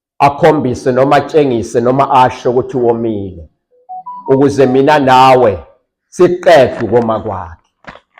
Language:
Zulu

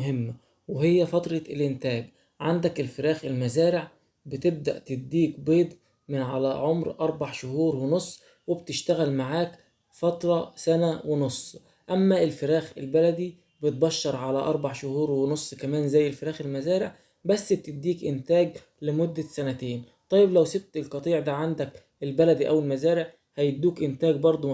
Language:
Egyptian Arabic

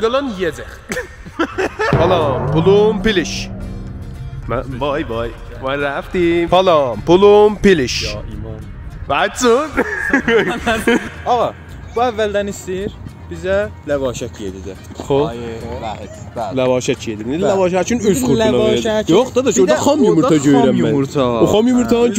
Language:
South Azerbaijani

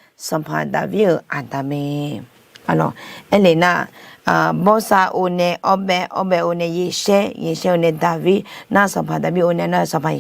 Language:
Akha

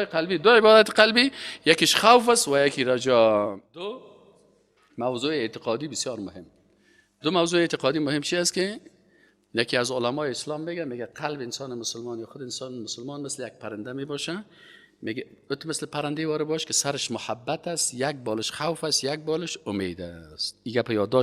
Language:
Persian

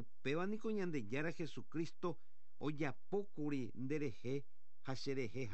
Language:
Guarani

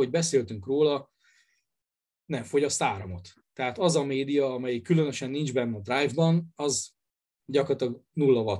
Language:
Hungarian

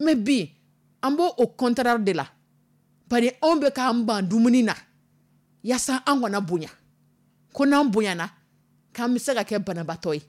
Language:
Dyula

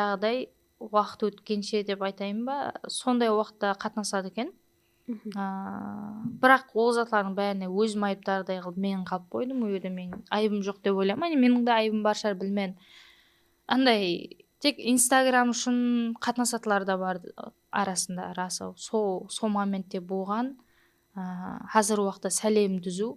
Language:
Kara-Kalpak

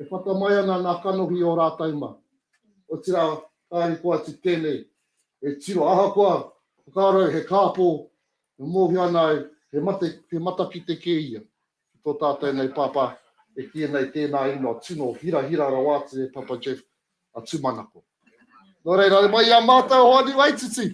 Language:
Māori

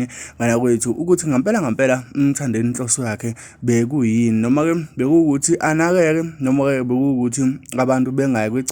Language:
Zulu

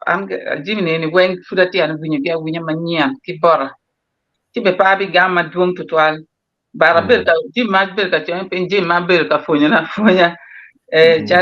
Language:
Acoli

